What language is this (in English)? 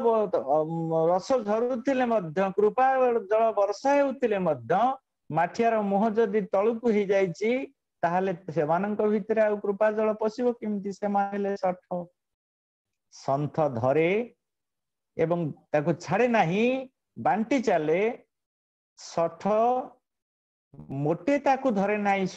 Odia